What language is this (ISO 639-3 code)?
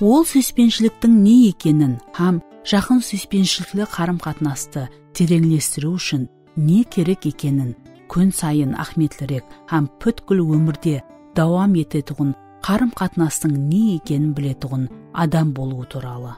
kaa